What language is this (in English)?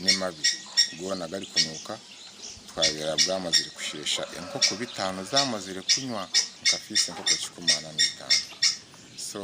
Nyankole